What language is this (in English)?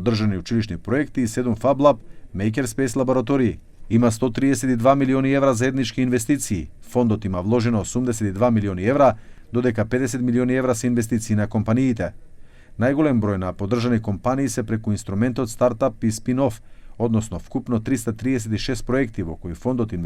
Macedonian